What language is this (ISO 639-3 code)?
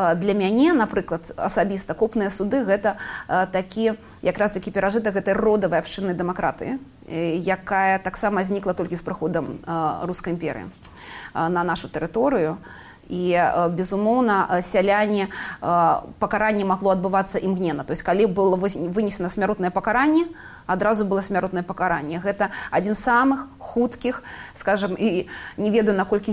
bel